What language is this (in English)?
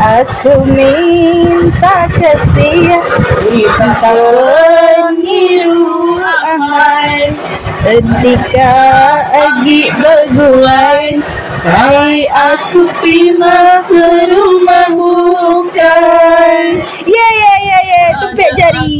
Iban